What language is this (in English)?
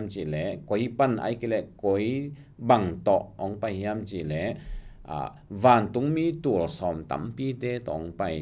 Tedim Chin